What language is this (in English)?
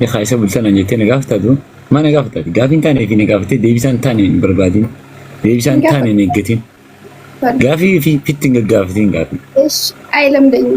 Oromo